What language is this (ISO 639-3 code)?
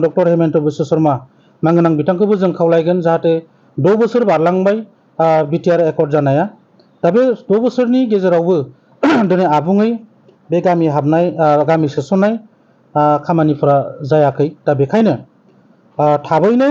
brx